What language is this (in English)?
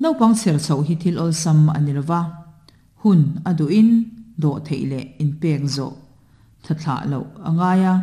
Mizo